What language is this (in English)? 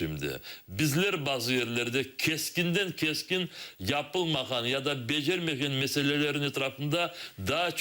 Crimean Tatar